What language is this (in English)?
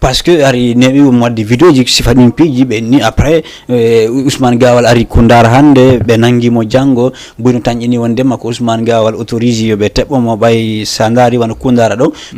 Fula